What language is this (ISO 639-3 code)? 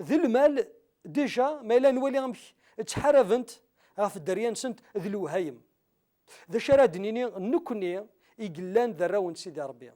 kab